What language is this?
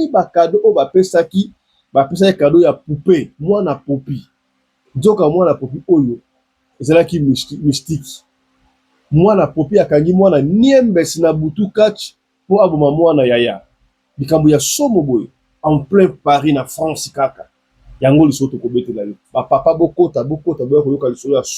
Lingala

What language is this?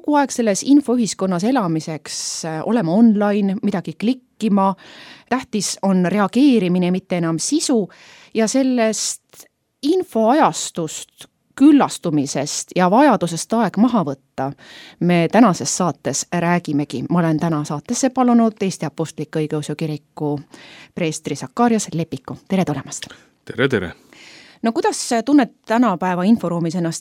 Estonian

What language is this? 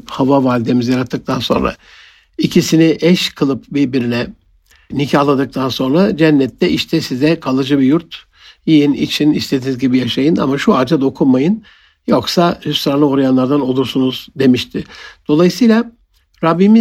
Turkish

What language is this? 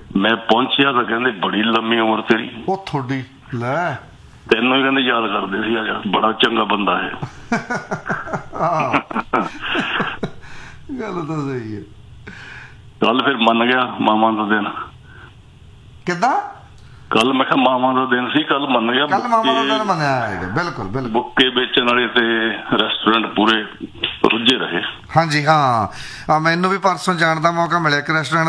Punjabi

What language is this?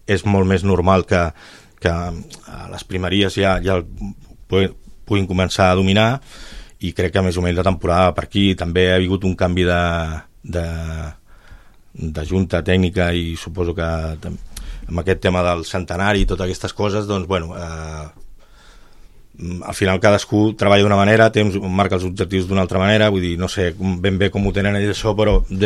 Catalan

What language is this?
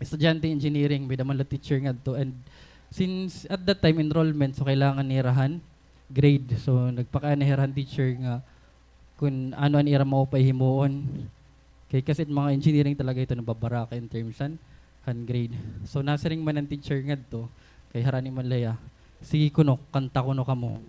Waray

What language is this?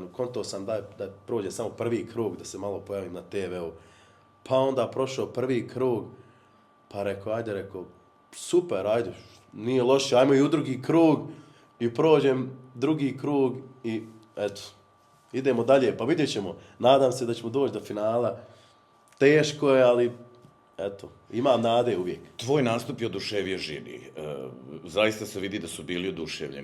Bosnian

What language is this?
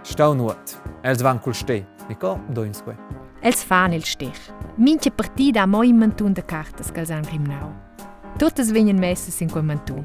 Romansh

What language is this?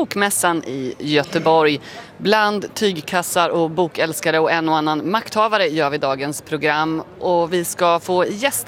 Swedish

